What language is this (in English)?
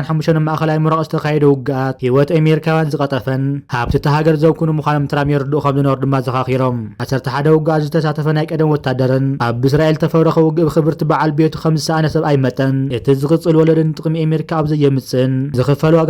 Tigrinya